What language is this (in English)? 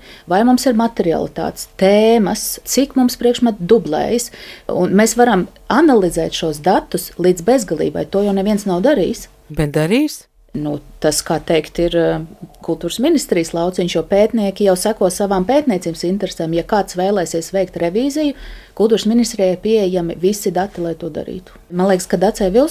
Latvian